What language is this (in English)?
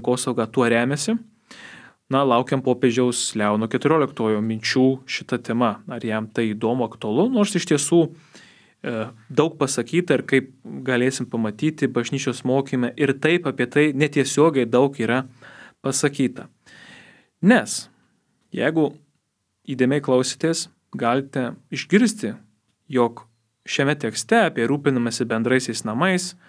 Lithuanian